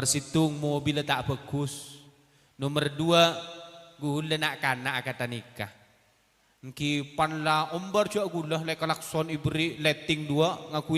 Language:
Madurese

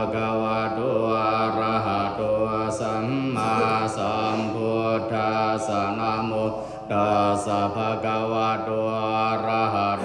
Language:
Pali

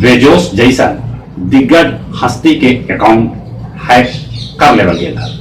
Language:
Magahi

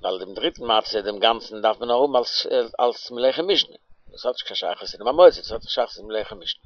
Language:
Yiddish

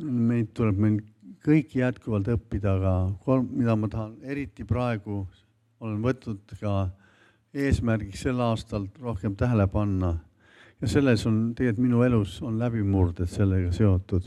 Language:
Estonian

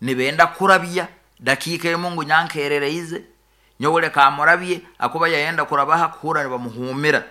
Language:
Nyoro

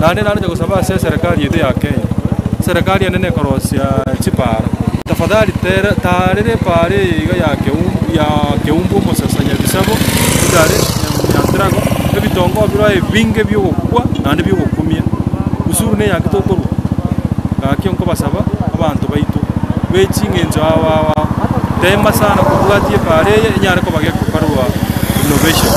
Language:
Gusii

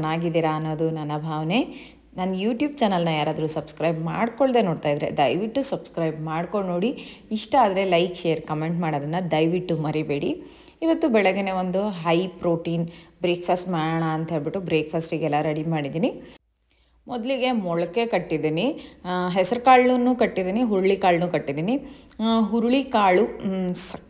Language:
Kannada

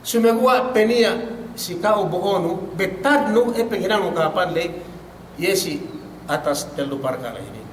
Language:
Yakan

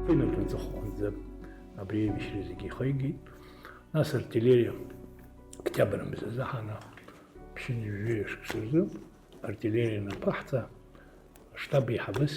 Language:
Abkhazian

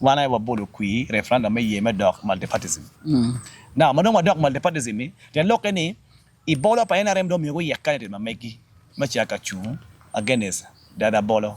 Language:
Acoli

